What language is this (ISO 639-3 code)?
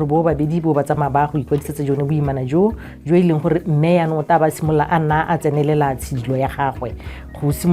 tsn